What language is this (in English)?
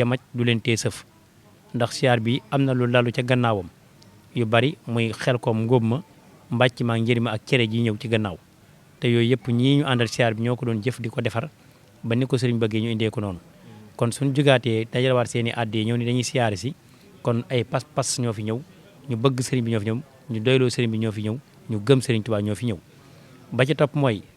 Wolof